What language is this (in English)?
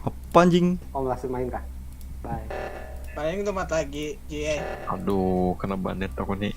Banjar